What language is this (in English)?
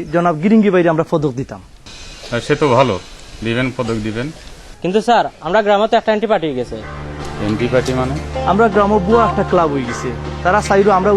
Sylheti